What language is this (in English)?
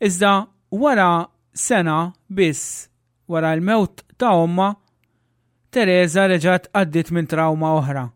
Maltese